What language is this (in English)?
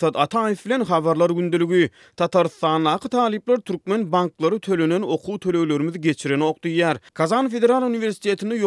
Turkmen